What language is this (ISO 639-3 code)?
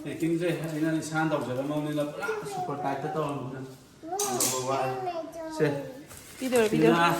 mni